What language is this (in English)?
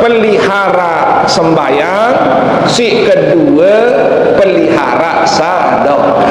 Sasak